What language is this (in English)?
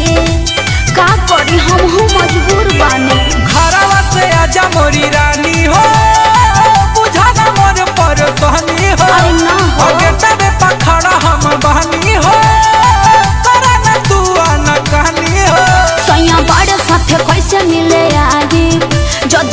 Bhojpuri